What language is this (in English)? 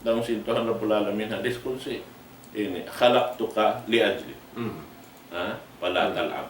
Tausug